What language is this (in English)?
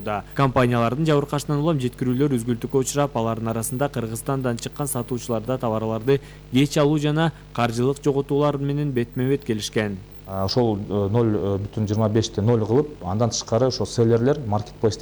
Kyrgyz